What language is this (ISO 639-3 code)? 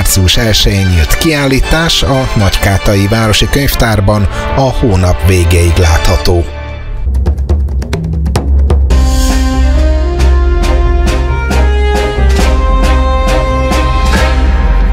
hun